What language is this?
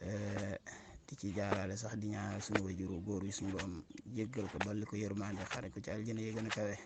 Wolof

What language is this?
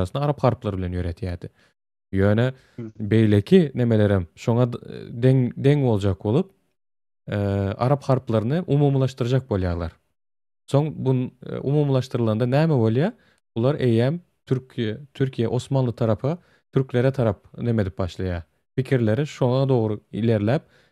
Turkmen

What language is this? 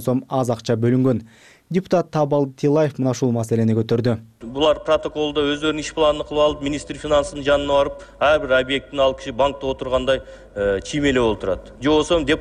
Kyrgyz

